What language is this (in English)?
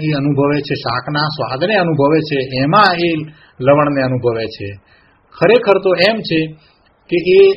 Gujarati